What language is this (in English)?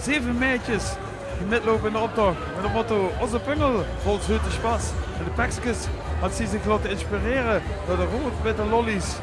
Limburgish